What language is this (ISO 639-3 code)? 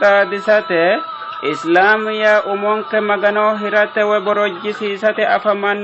sid